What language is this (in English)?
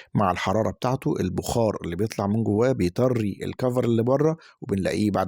Egyptian Arabic